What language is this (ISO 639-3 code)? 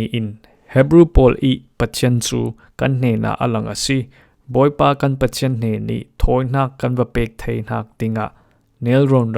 cfm